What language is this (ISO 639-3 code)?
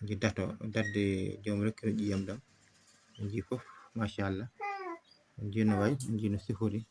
ful